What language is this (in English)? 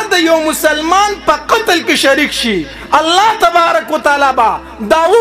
Pashto